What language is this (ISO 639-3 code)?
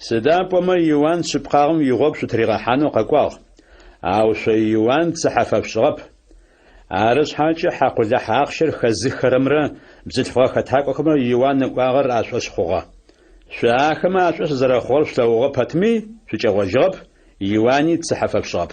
ady